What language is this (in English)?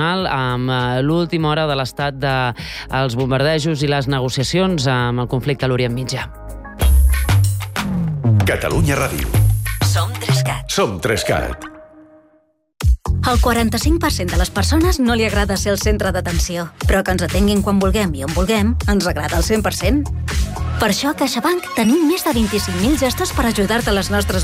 Catalan